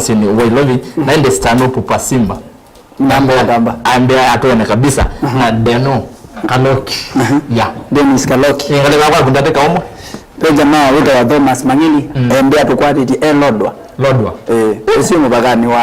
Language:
Kamba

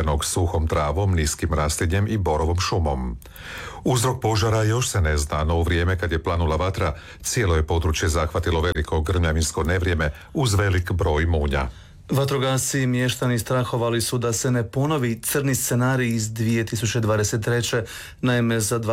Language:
Croatian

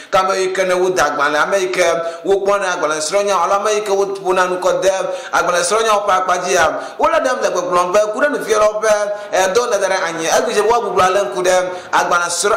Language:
Ewe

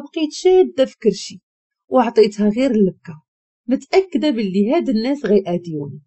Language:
Moroccan Arabic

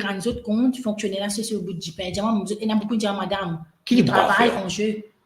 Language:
Morisyen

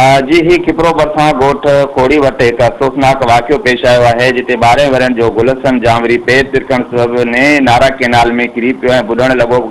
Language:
Sindhi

